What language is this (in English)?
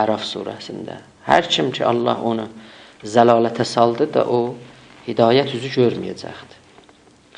South Azerbaijani